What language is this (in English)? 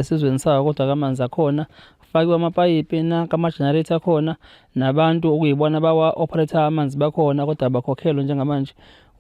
Zulu